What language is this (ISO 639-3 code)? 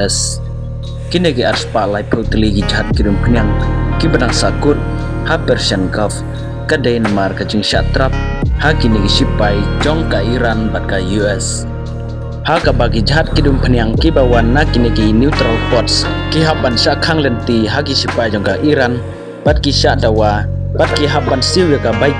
kha